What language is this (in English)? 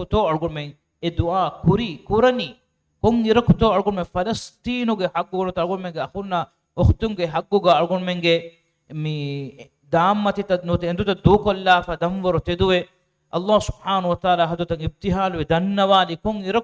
Divehi